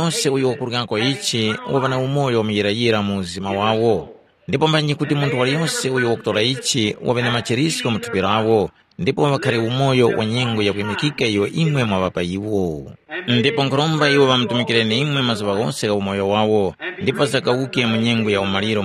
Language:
Tumbuka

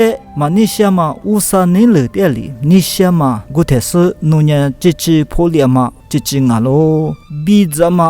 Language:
Lisu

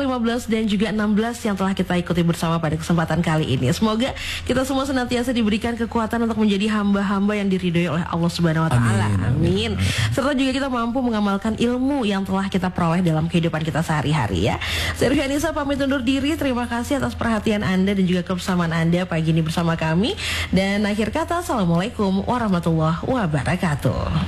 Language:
Indonesian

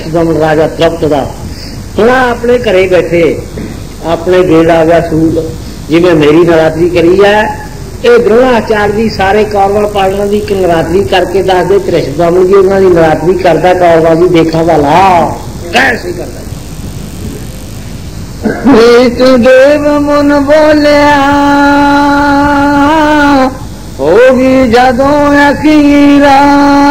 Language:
Punjabi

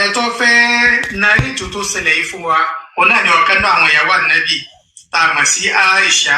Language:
Yoruba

